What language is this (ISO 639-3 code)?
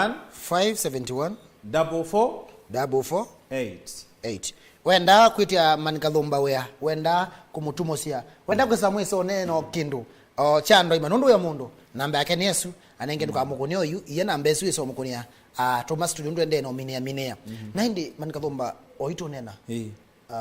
kam